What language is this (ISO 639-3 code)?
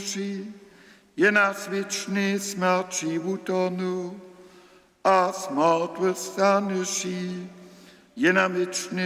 hsb